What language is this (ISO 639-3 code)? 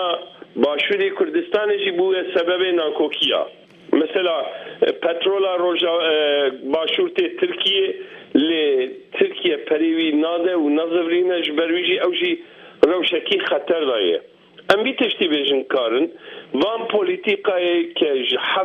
kur